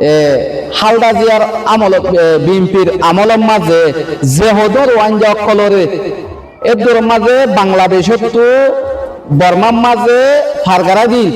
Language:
Rohingya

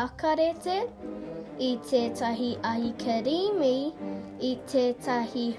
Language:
Māori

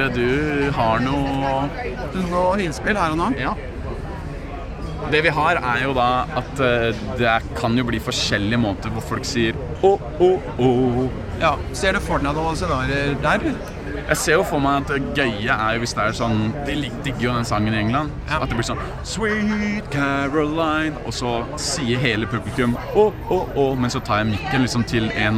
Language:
Norwegian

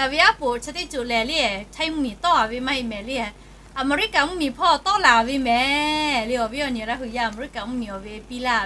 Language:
Lahu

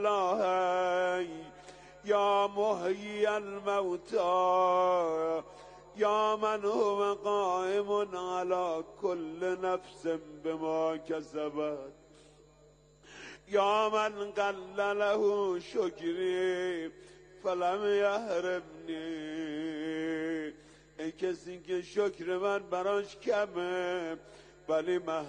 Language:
Persian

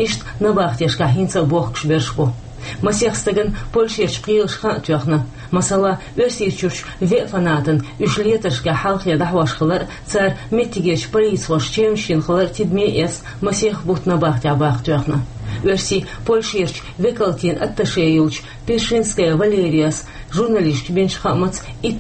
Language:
Chechen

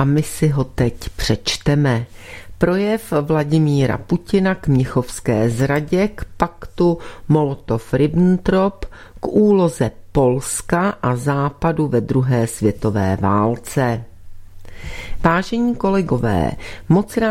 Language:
Czech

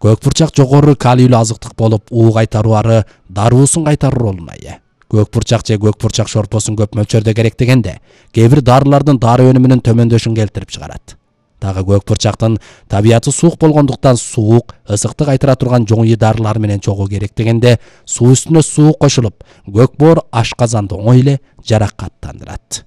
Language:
Kyrgyz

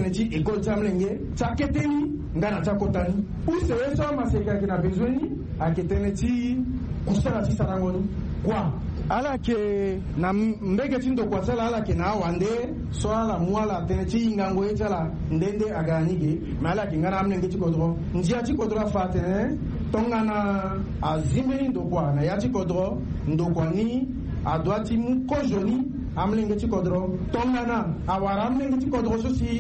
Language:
Sango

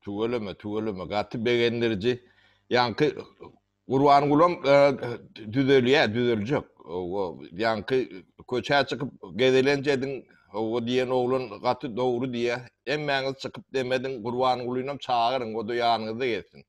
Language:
Turkmen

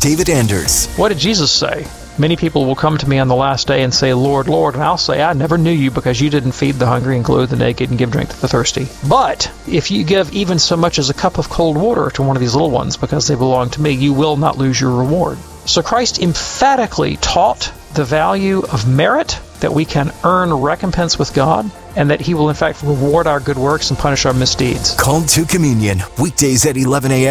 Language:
English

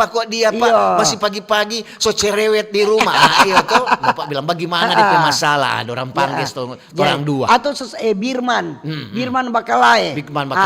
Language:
Manado Malay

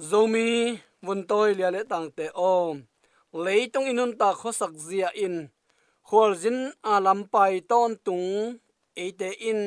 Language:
Tedim Chin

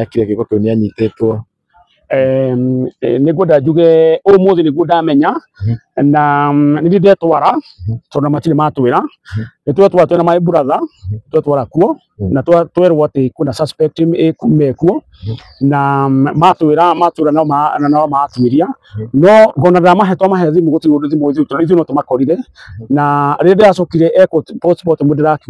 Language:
Kikuyu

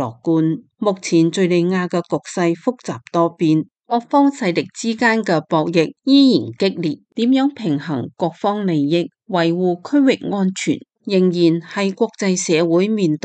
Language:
Cantonese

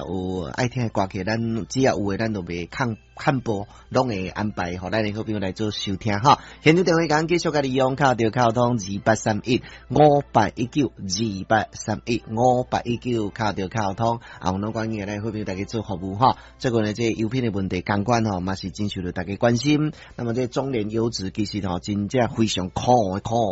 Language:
Min Nan Chinese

